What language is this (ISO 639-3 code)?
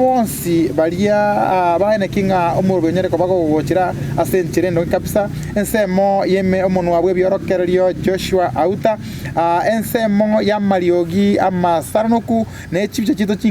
guz